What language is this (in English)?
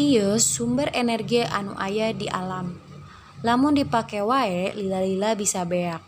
Sundanese